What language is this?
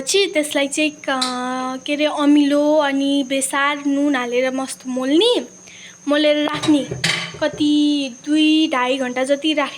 Nepali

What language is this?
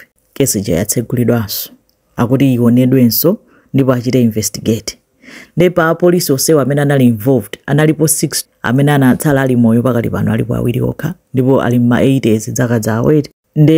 Nyanja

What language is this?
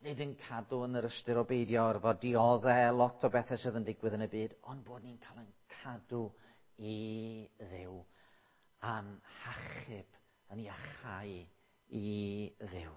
Welsh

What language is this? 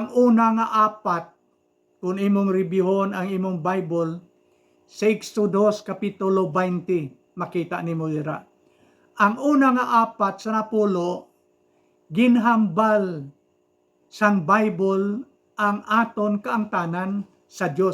Hiligaynon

